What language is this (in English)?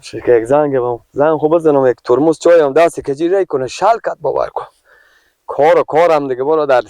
Persian